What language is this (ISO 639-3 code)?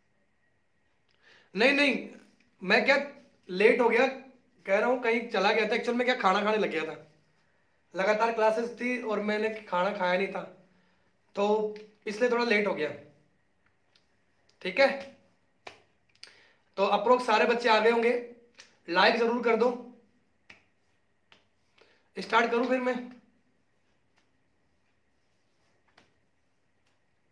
hin